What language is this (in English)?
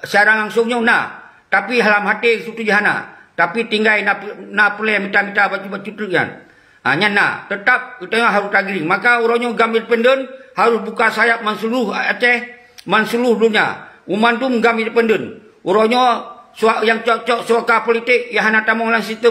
Achinese